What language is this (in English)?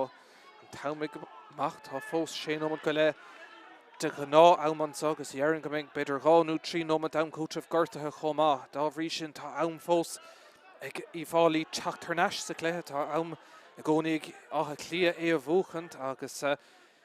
Irish